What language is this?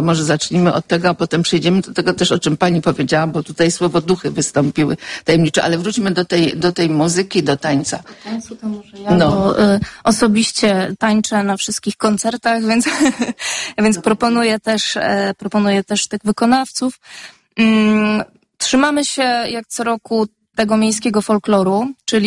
Polish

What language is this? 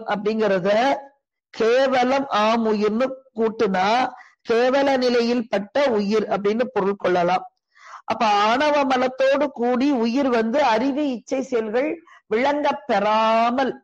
Tamil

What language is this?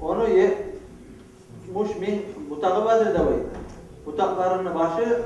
Kumyk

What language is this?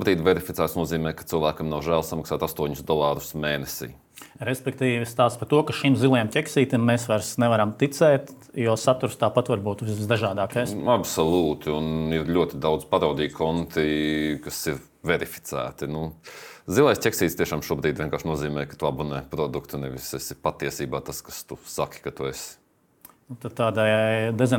Latvian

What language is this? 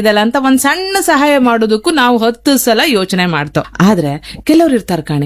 Kannada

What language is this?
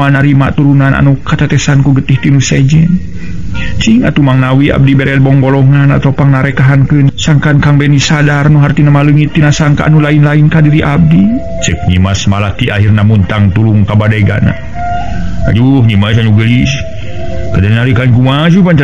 Sundanese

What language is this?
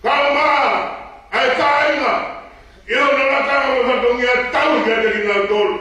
Tongan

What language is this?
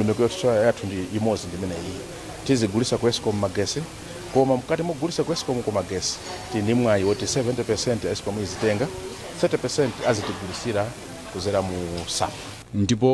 Nyanja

